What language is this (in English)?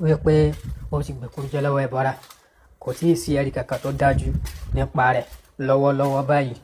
Yoruba